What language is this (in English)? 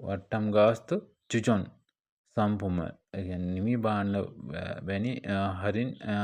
Sinhala